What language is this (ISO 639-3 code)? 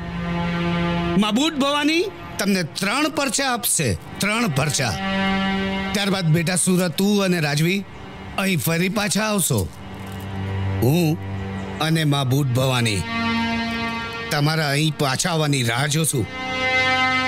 guj